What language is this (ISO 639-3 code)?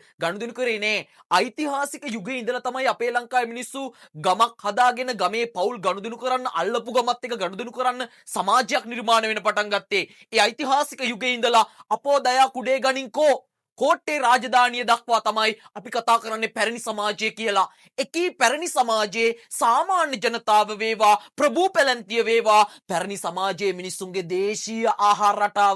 sin